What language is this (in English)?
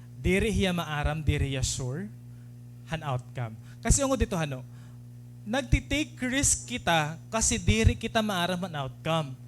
Waray